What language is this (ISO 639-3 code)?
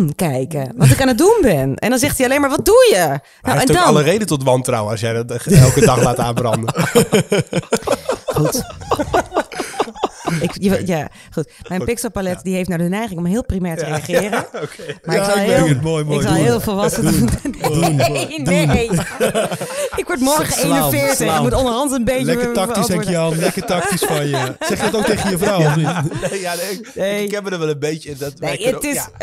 nld